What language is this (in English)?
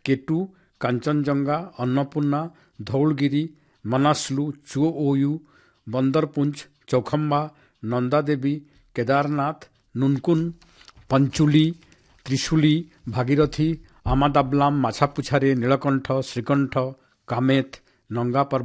Odia